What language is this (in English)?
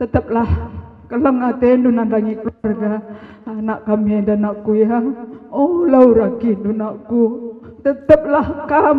Batak Karo